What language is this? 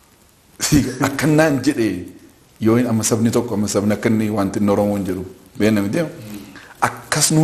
Oromo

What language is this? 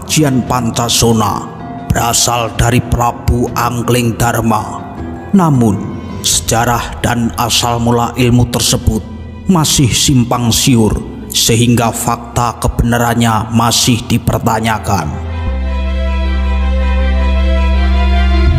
Indonesian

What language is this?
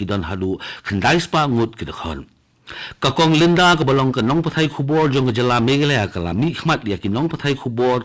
Khasi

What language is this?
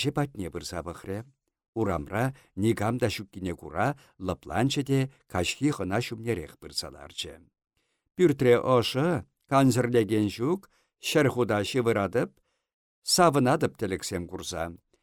Chuvash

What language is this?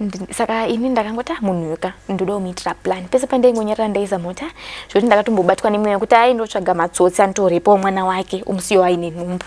Shona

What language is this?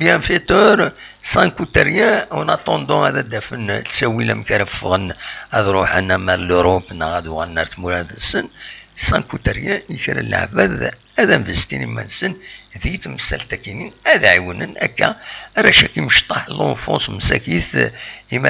Kabyle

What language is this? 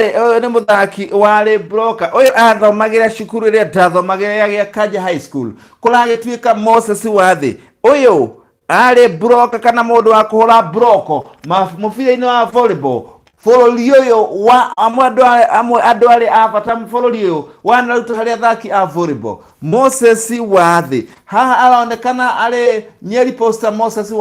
Kikuyu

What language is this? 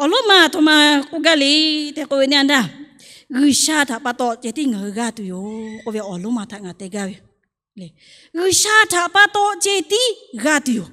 Lahu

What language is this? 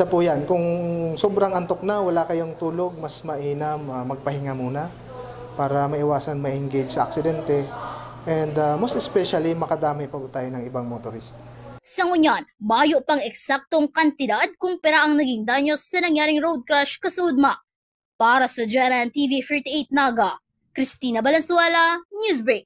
Bikol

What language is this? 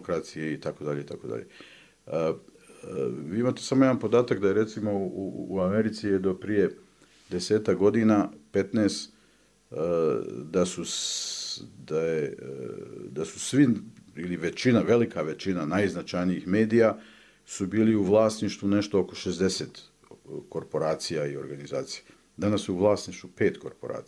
Bosnian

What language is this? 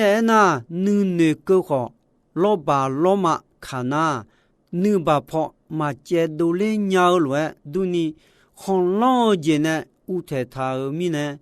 Akha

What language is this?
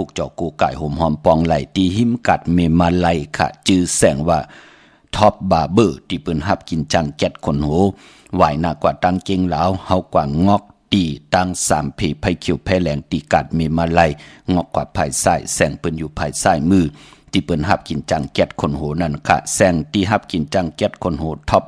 Shan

